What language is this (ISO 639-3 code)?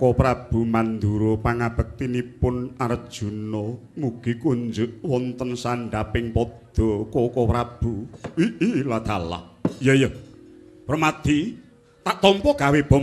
jav